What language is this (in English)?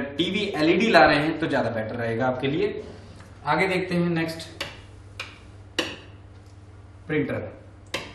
Hindi